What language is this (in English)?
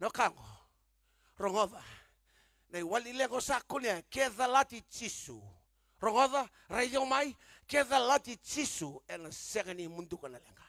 Fijian